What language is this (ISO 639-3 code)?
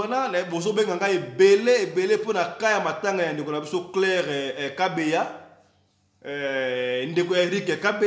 lin